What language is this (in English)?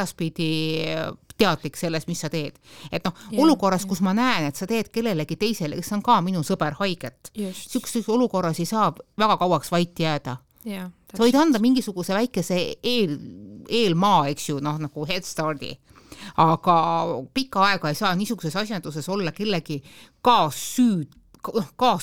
Estonian